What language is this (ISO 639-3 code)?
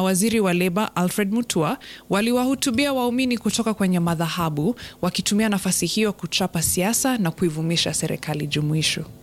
swa